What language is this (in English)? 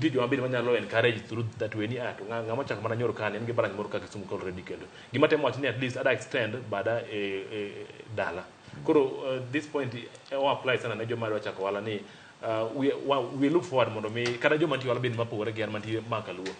Luo (Kenya and Tanzania)